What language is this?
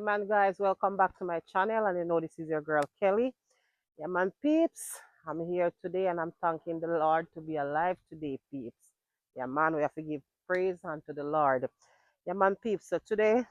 Jamaican Creole English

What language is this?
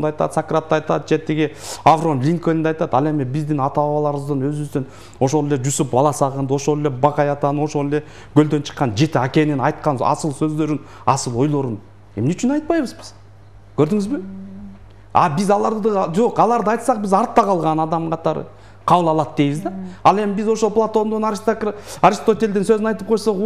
Kyrgyz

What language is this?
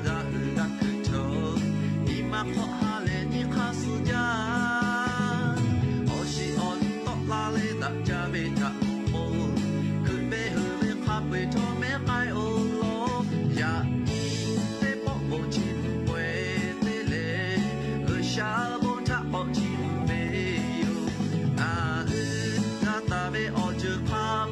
Lahu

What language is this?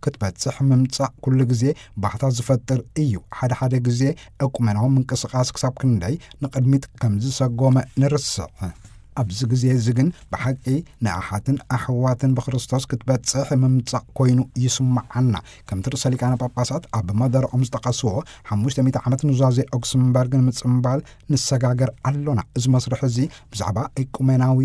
Tigrinya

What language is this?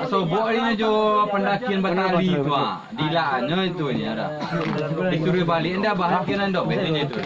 Minangkabau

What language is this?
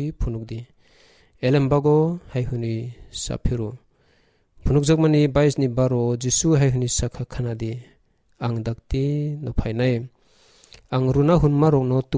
Kok Borok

